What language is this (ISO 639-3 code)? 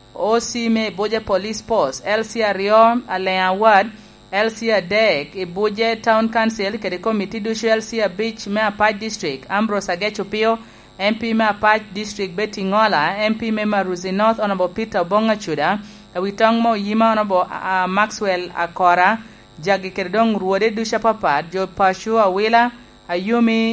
laj